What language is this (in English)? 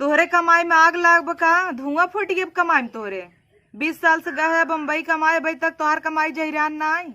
Bhojpuri